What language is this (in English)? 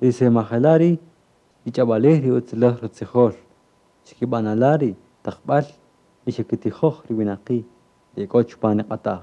Kaqchikel